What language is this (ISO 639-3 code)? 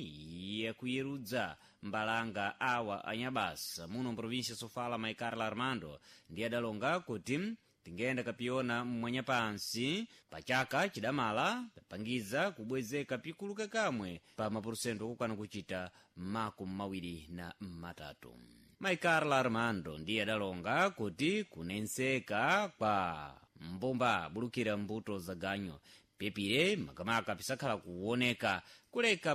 seh